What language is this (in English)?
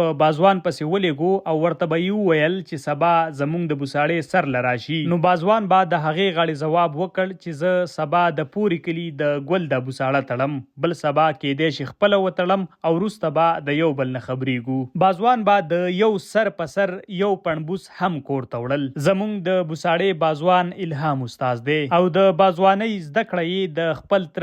Pashto